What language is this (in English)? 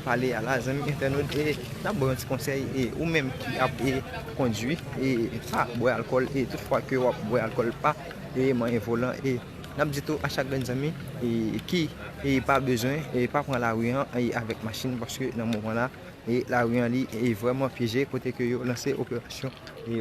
Haitian Creole